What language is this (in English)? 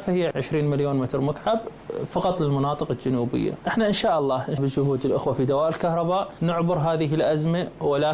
Mesopotamian Arabic